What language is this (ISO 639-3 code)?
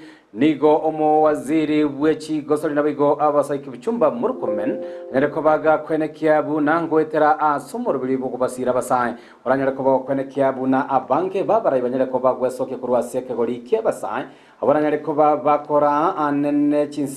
guz